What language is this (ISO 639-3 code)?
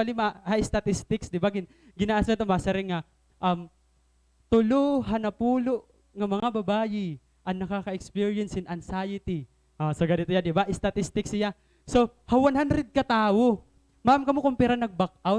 war